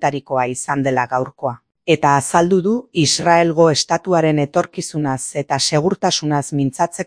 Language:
Basque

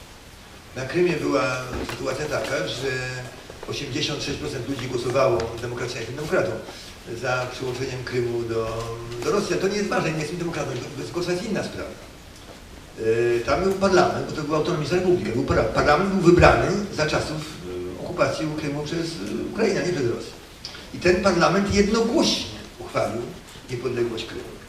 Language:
Polish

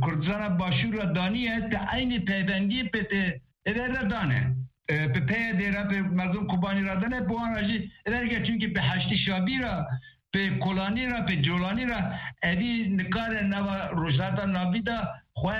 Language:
Kurdish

